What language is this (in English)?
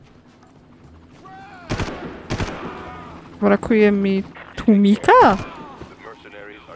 Polish